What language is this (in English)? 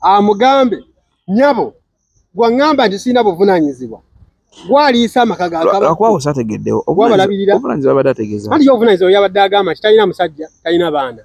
Ganda